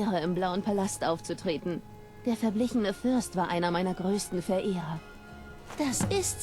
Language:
Bavarian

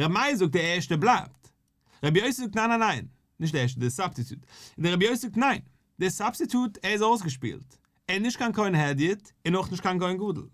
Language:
Yiddish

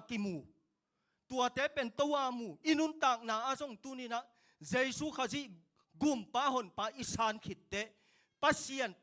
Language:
Tedim Chin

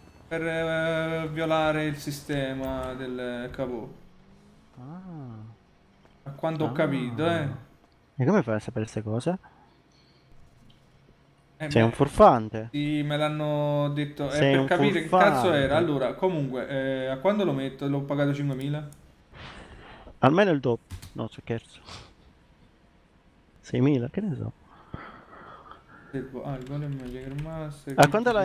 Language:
Italian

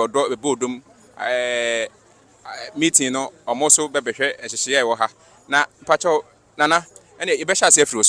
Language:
Akan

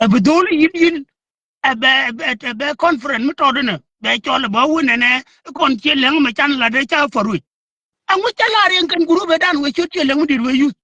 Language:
Nuer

